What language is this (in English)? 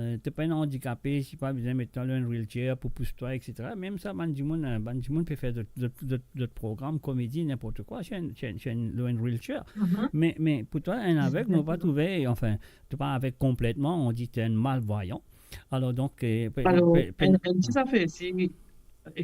Morisyen